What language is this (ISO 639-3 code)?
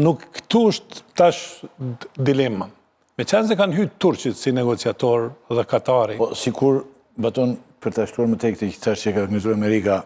sqi